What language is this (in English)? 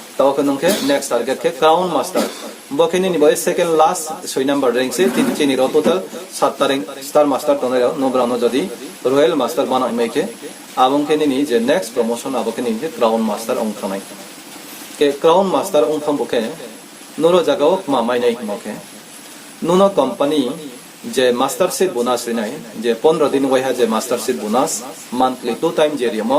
Riang (India)